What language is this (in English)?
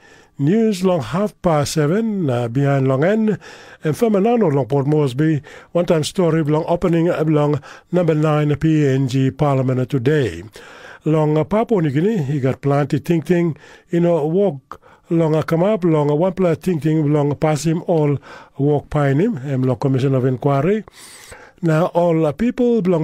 Tok Pisin